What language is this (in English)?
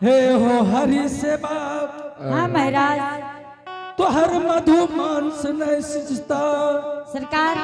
Angika